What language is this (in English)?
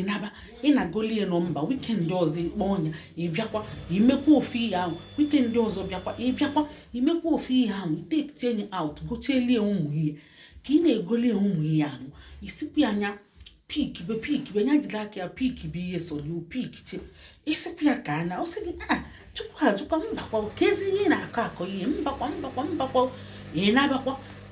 Igbo